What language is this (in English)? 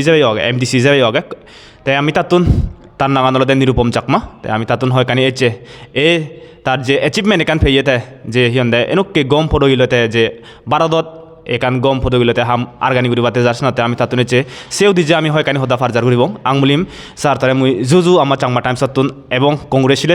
Chakma